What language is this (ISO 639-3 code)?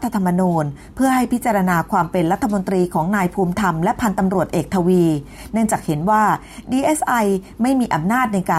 tha